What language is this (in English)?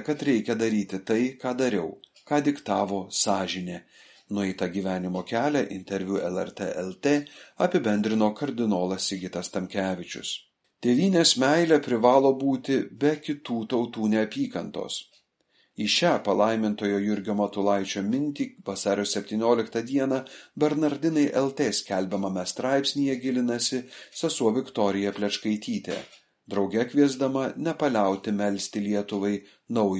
Lithuanian